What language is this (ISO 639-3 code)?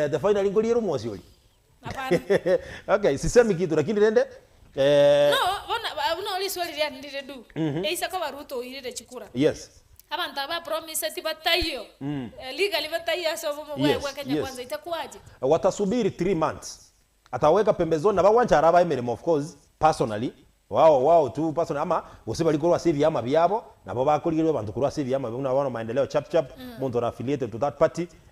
guz